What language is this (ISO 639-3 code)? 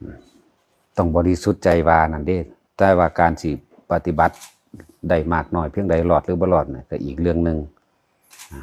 lao